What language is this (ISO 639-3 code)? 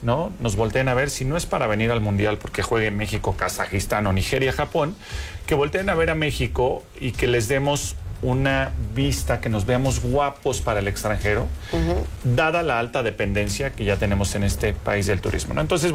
spa